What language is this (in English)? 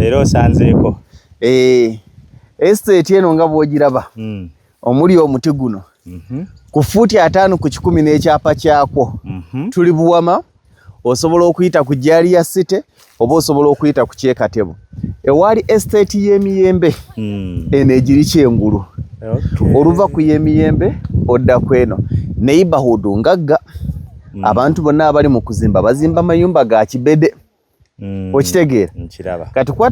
Ganda